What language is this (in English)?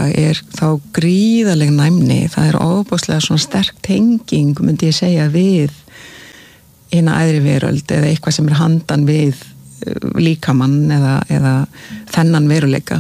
Icelandic